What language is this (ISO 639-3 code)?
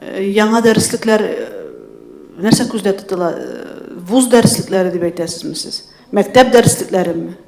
tat